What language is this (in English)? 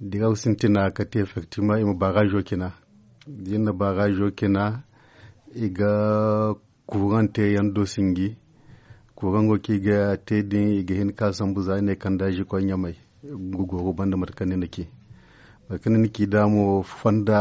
Zarma